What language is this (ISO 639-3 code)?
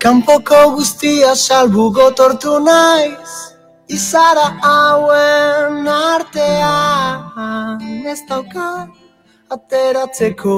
eus